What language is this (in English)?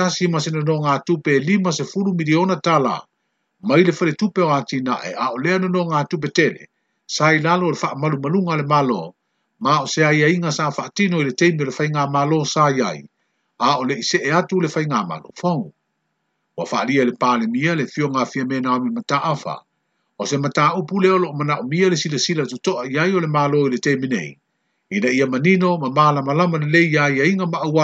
Samoan